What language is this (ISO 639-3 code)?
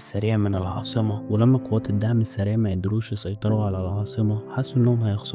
arz